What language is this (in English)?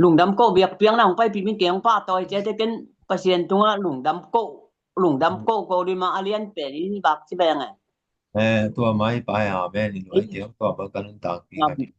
Tedim Chin